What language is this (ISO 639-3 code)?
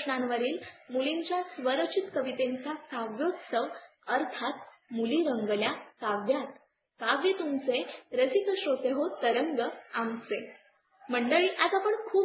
mar